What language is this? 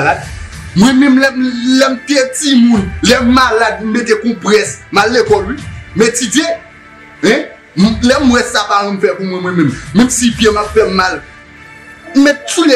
Haitian Creole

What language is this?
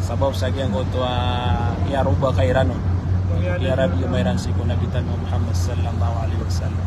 Maranao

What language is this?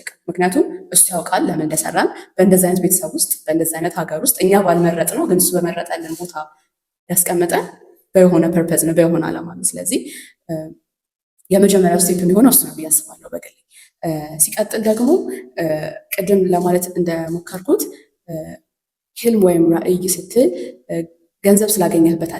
Amharic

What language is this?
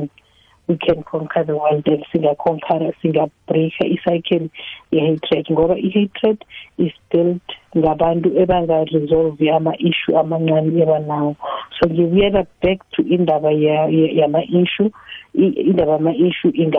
South Ndebele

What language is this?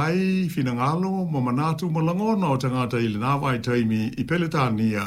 Samoan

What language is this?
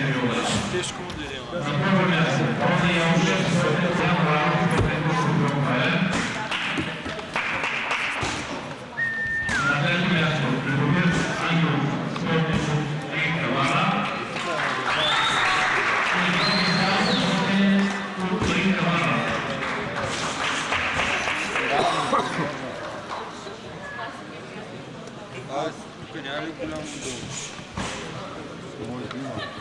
Bulgarian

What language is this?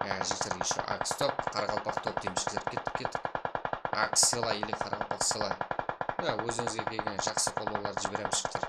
Kara-Kalpak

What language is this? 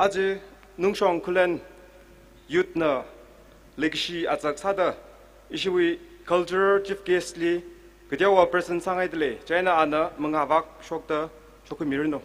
Tangkhul Naga (India)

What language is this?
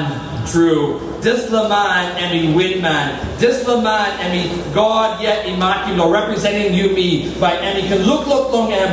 Tok Pisin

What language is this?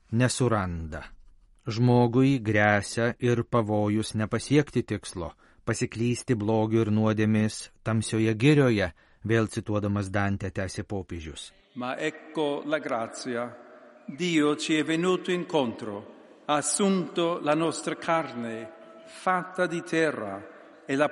Lithuanian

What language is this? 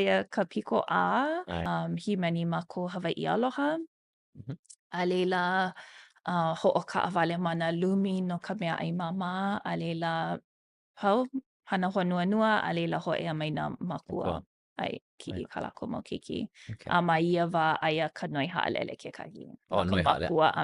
Hawaiian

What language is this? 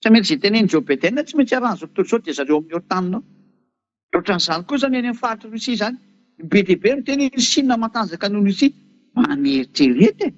Malagasy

